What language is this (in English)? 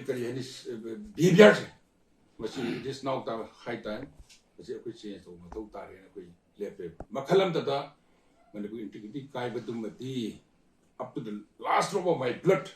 Manipuri